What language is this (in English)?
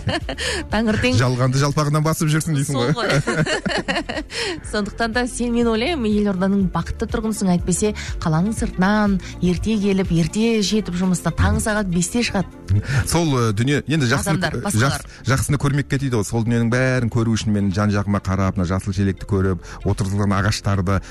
Kazakh